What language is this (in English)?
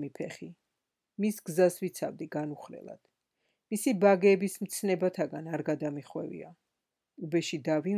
Georgian